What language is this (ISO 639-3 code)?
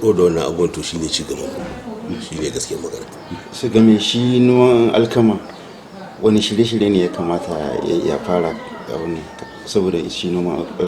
hau